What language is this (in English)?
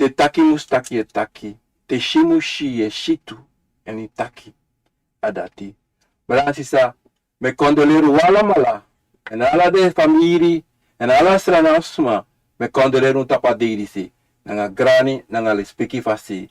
Sranan Tongo